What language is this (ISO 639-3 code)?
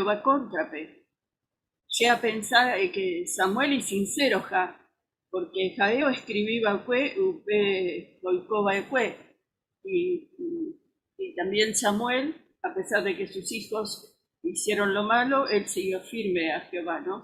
grn